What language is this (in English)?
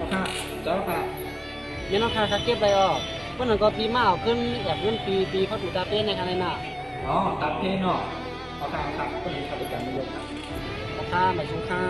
Shan